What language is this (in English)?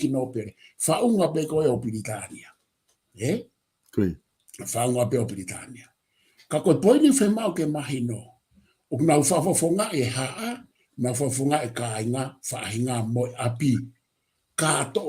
Tongan